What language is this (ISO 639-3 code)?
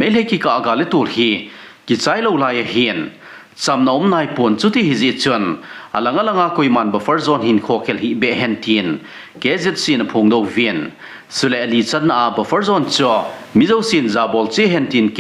tcz